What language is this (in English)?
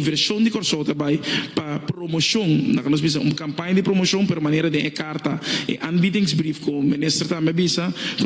Papiamento